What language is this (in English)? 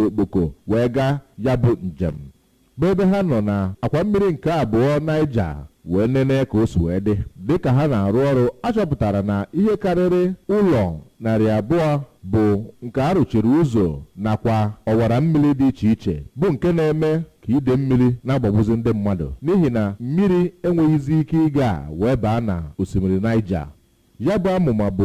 Igbo